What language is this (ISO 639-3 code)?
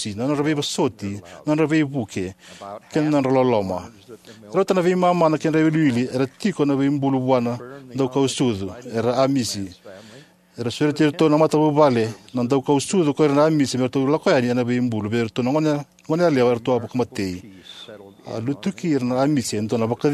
fij